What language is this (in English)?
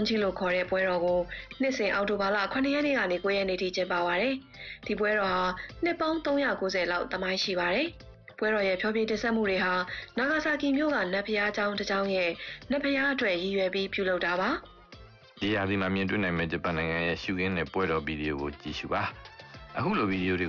Burmese